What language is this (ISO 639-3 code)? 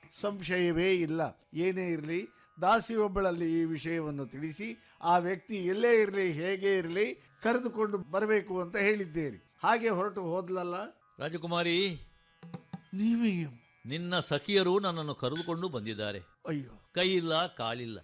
kan